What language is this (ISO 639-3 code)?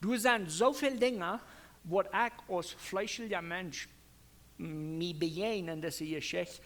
pdt